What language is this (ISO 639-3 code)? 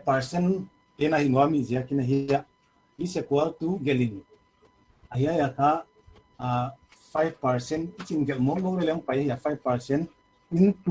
pck